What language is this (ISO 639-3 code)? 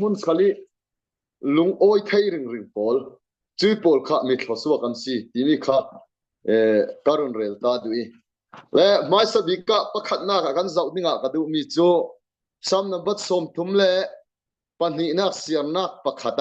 cfm